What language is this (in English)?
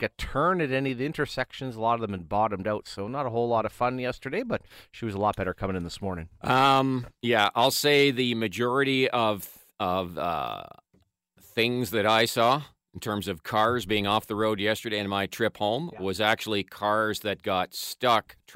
English